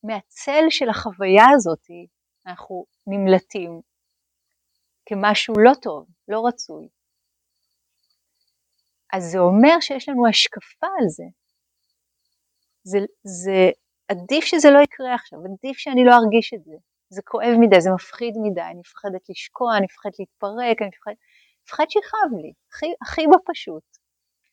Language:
Hebrew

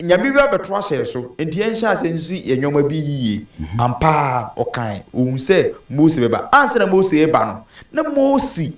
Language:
Akan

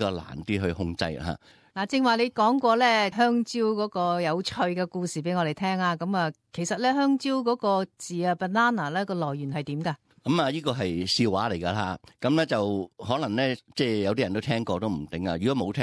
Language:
Cantonese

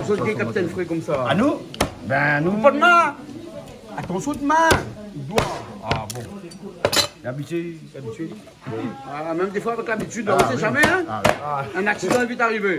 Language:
Réunion Creole French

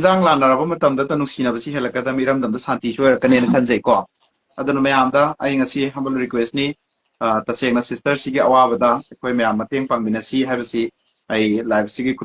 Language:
Manipuri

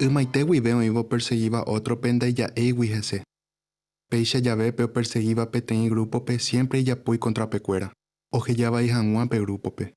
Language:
Guarani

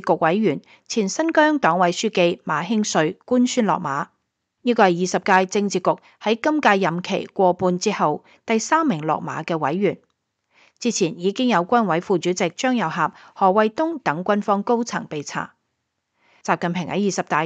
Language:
Cantonese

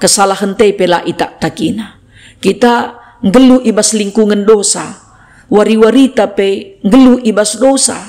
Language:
Batak Karo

